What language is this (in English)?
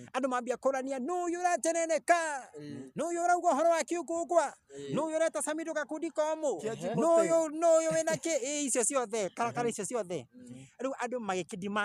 Kikuyu